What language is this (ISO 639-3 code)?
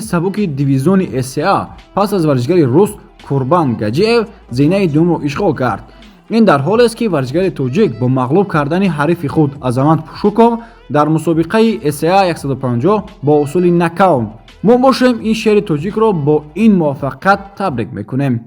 tgk